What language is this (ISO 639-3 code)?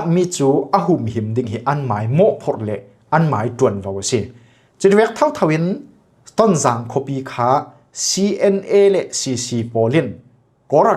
cfm